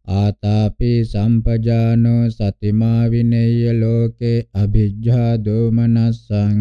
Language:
Pali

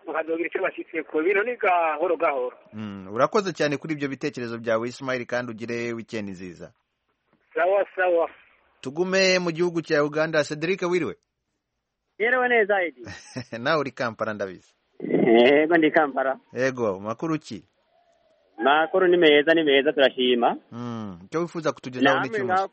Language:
Kinyarwanda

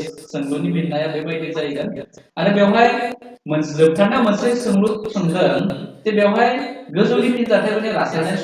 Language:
Bodo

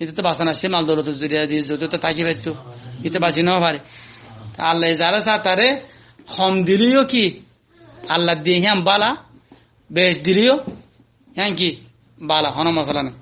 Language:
Rohingya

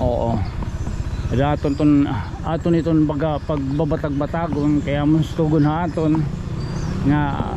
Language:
Waray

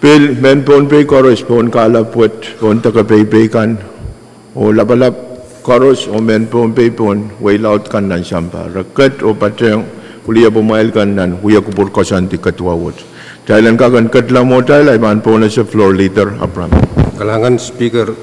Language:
Pohnpeian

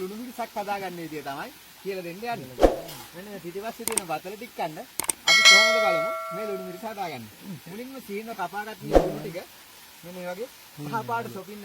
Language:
Sinhala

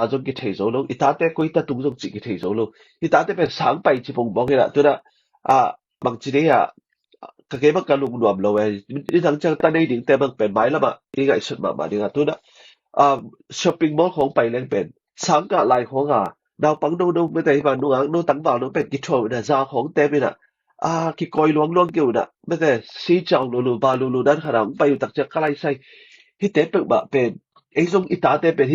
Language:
Tedim Chin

